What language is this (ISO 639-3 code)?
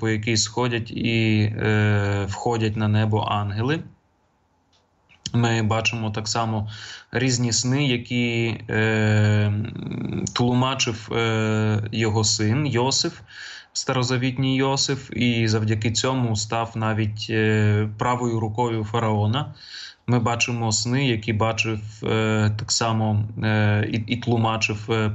ukr